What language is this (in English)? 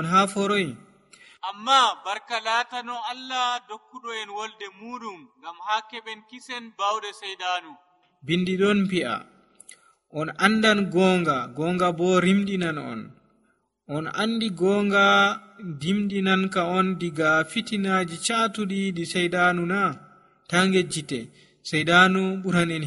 Nigerian Fulfulde